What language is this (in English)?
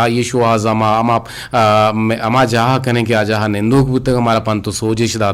Eastern Balochi